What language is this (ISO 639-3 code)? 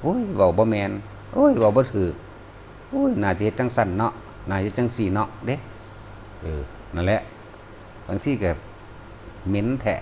tts